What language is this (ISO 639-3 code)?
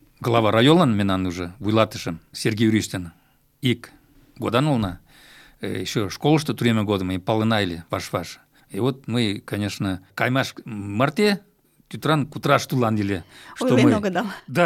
chm